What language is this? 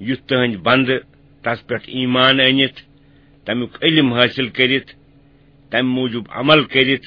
Kashmiri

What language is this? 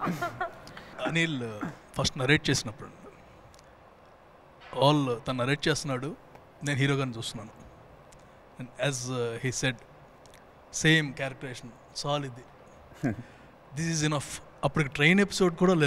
Telugu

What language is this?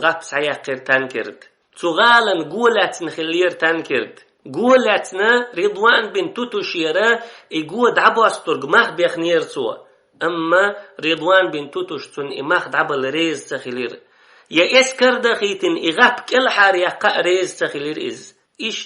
Chechen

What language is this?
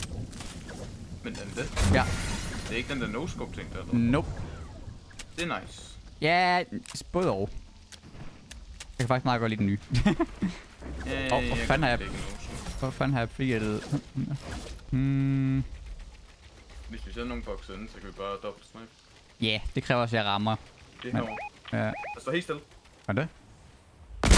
Danish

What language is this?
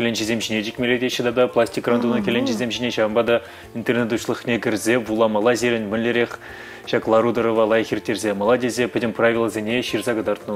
Chuvash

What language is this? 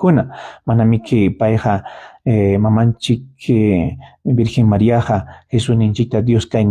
Ayacucho Quechua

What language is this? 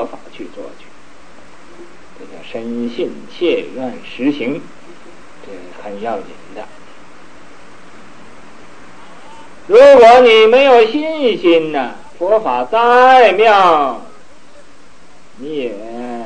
Chinese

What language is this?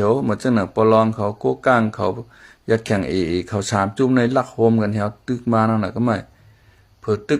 Shan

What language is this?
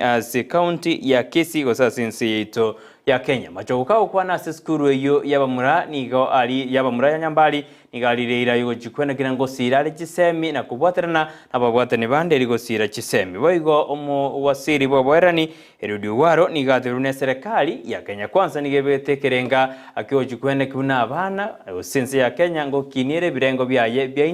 Gusii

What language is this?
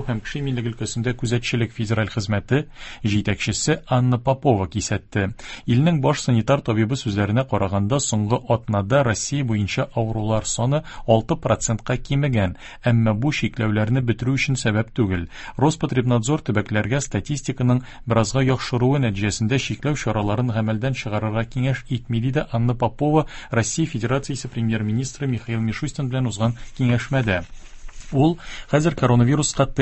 Tatar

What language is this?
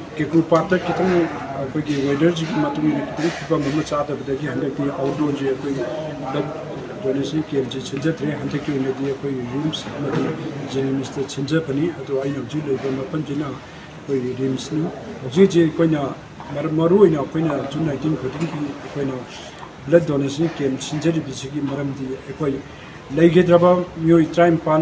Manipuri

